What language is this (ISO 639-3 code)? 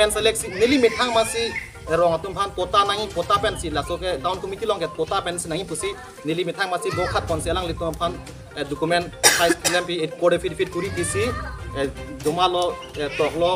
mjw